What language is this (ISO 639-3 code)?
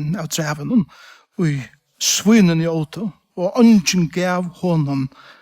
fao